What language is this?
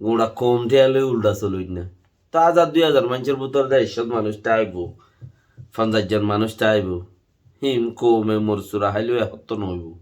Rohingya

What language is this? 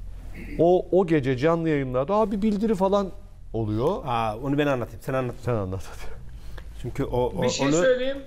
Turkish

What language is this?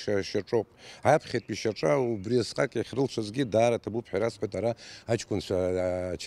Abkhazian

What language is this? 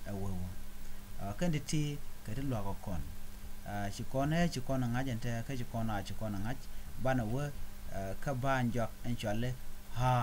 Nuer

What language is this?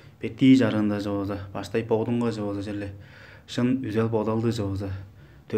Tuvinian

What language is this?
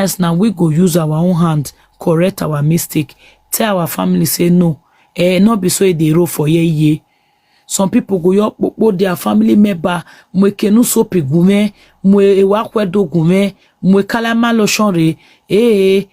Nigerian Pidgin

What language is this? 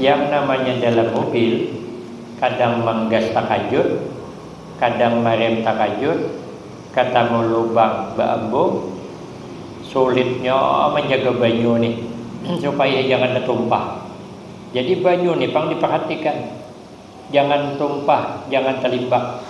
Banjar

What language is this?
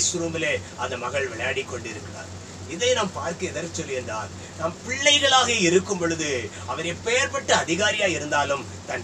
Tamil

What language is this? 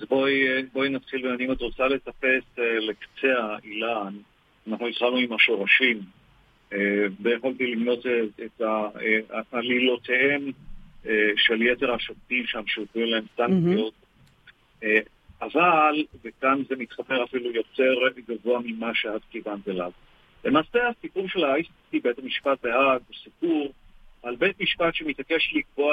Hebrew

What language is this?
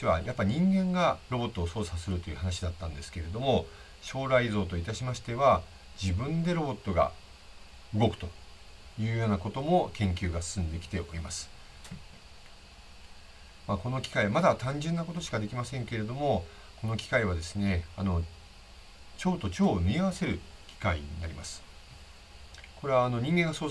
Japanese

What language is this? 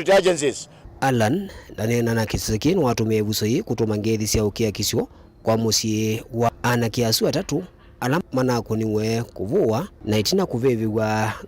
Kamba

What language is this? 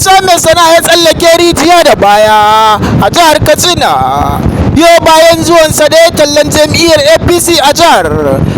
Hausa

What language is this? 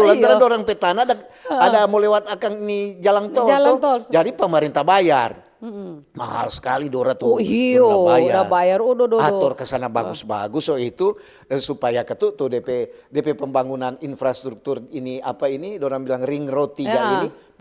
Manado Malay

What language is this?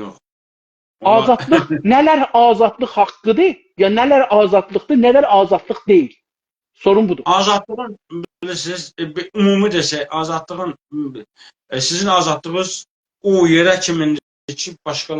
South Azerbaijani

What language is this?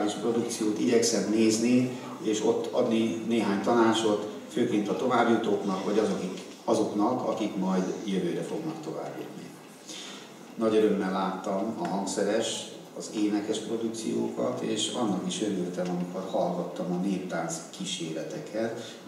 Hungarian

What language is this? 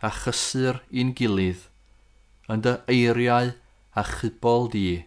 Welsh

